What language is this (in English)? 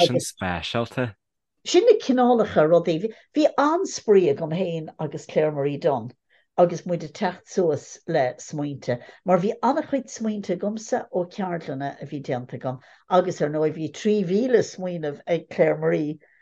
Irish